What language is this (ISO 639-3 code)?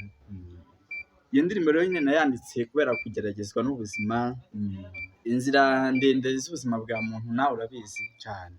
kin